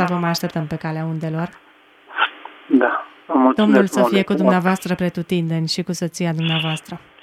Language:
Romanian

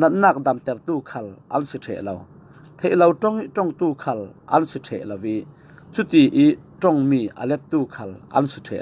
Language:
Falam Chin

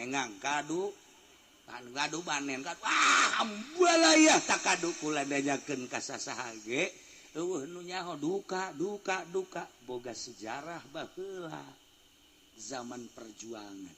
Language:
Sundanese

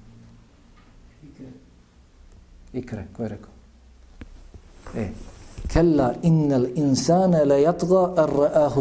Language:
Bosnian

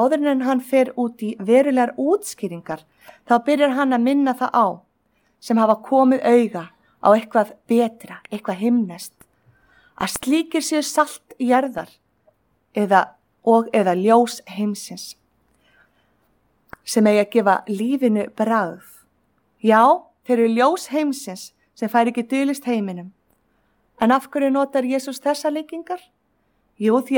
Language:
Icelandic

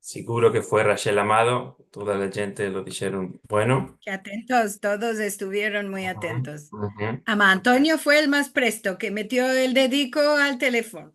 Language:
Ladino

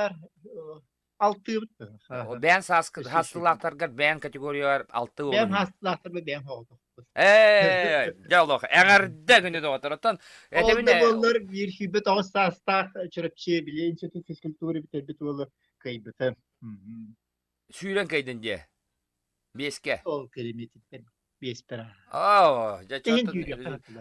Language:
Yakut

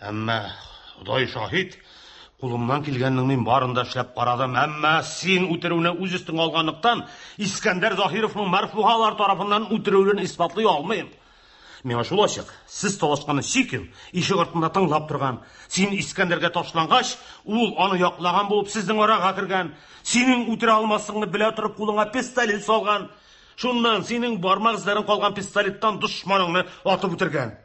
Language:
Tatar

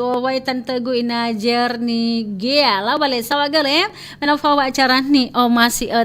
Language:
Nias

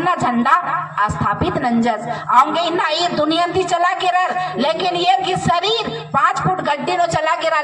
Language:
Kurukh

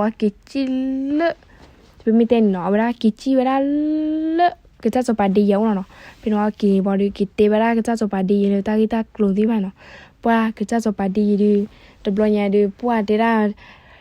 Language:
S'gaw Karen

